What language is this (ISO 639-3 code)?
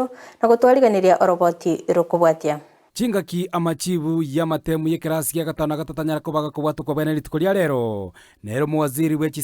guz